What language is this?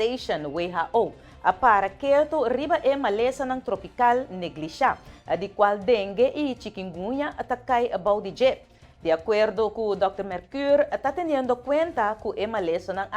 Papiamento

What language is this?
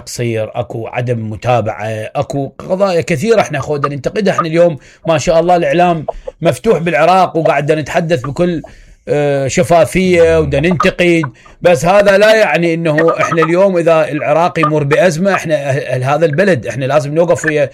Mesopotamian Arabic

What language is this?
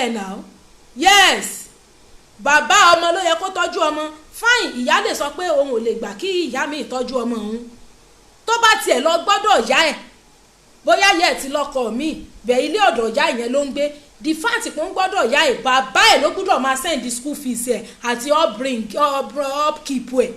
Yoruba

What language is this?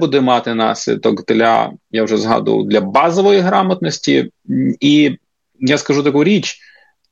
Ukrainian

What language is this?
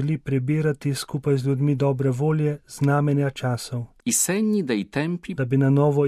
Slovenian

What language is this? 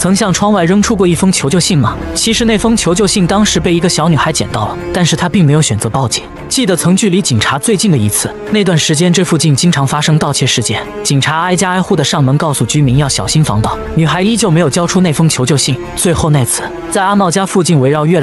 Chinese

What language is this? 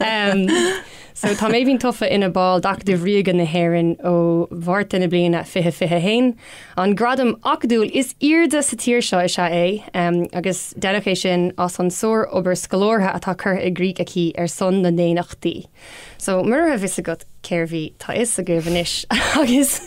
Irish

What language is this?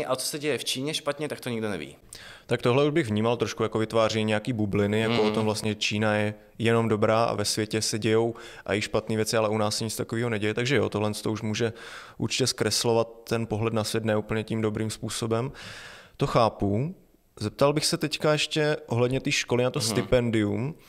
Czech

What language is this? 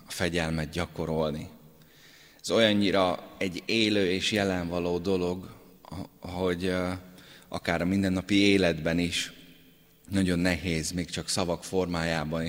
Hungarian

